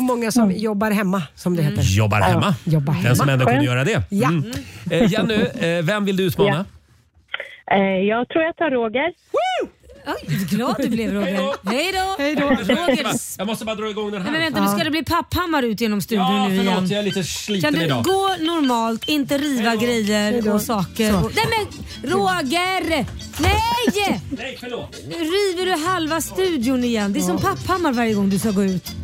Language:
Swedish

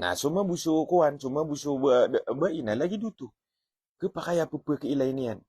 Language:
Maranao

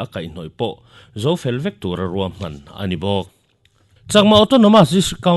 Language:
Mizo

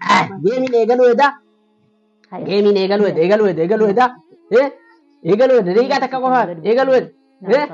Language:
Oromo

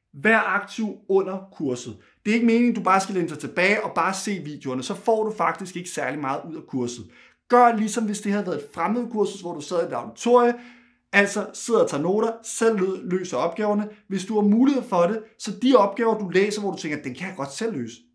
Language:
Danish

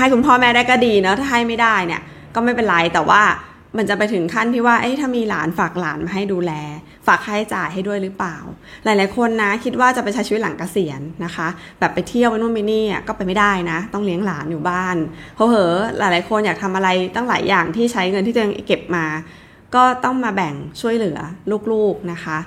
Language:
Thai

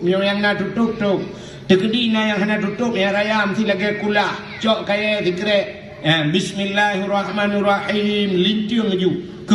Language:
Achinese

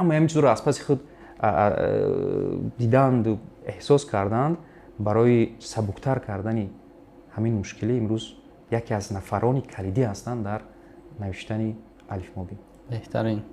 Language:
Tajik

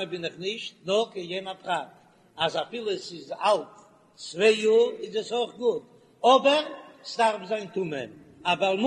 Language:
Yiddish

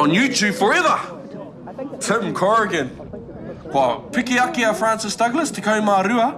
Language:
Māori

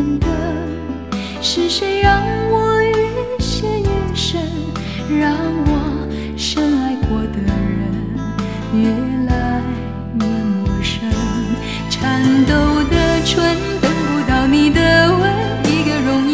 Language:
Chinese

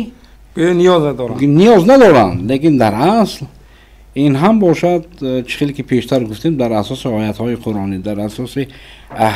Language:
Tajik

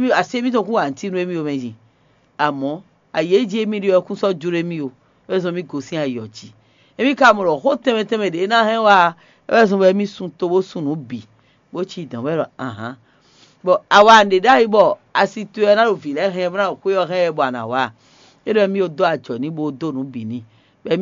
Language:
Fon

